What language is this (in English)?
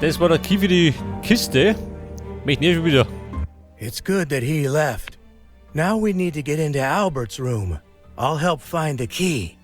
Bavarian